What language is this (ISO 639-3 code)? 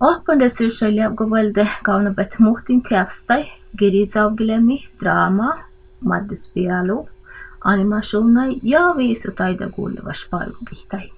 sme